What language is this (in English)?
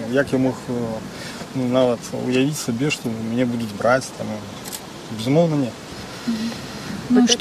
Belarusian